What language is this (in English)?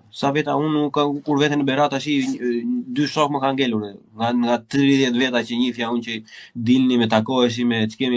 Albanian